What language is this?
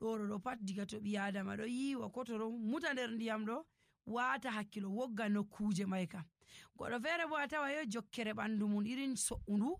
Nigerian Fulfulde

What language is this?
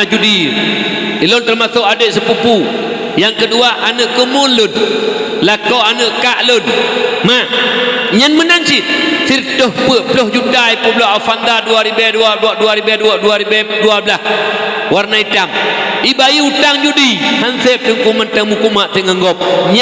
Achinese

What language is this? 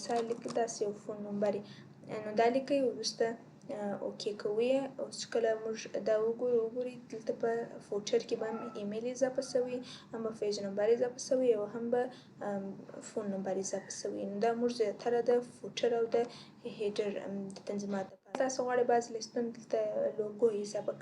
Pashto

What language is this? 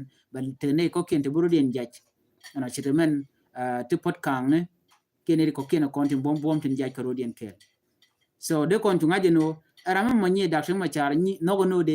Nuer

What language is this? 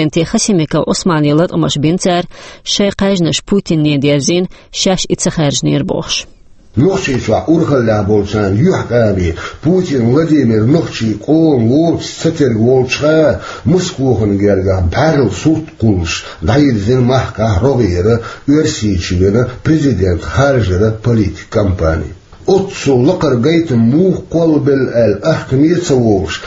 Chechen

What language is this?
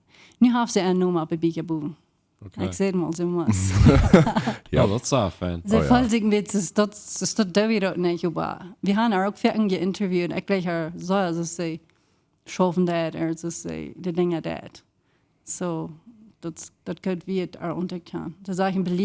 Plautdietsch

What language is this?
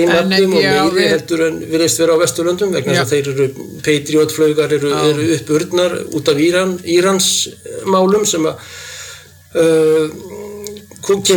Icelandic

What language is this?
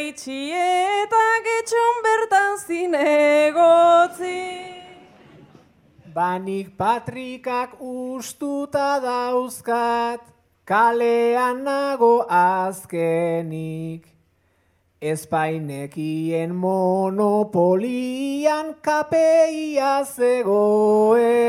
Basque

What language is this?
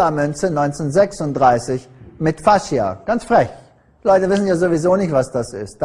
German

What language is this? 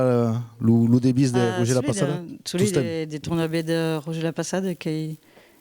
Occitan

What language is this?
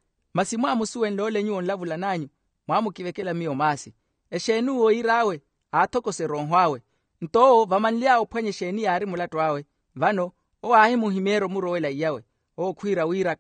Makhuwa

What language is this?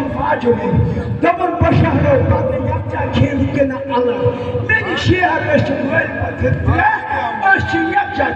Kashmiri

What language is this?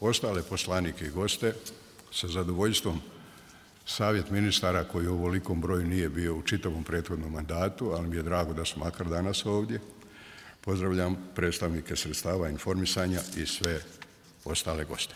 Bosnian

